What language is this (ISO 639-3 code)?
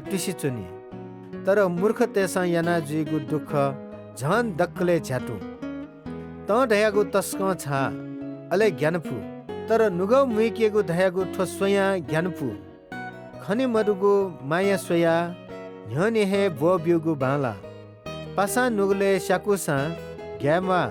new